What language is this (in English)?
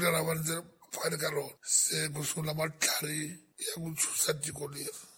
Tsonga